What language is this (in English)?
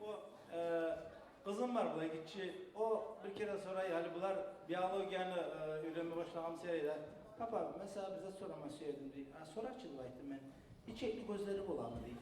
Kumyk